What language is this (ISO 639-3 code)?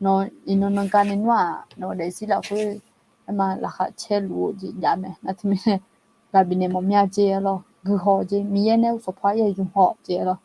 ahk